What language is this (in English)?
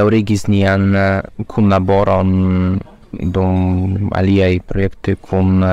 Esperanto